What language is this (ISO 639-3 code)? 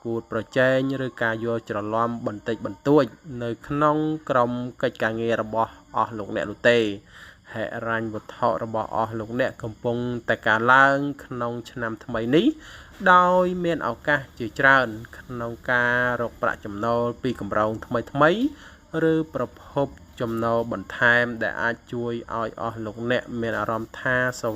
khm